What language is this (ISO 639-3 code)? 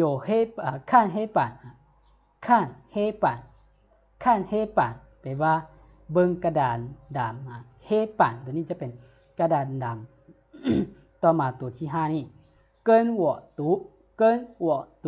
lao